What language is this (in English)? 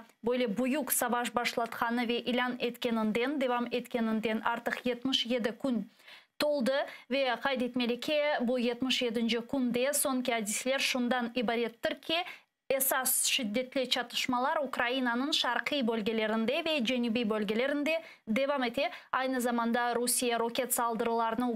Crimean Tatar